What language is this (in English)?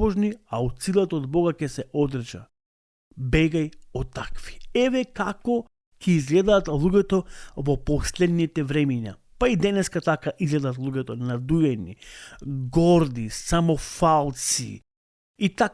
Macedonian